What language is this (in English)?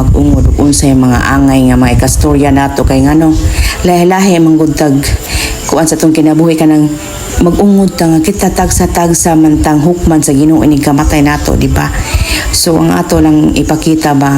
Cebuano